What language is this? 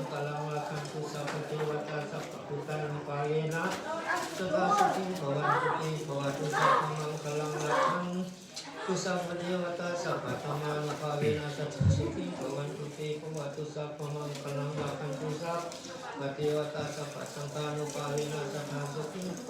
Pali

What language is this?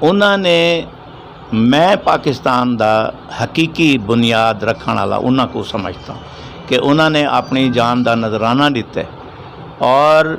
Western Panjabi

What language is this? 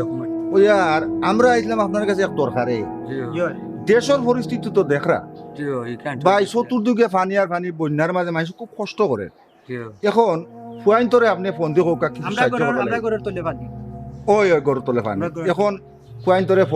Sylheti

